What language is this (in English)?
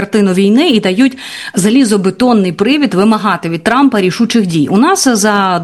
Ukrainian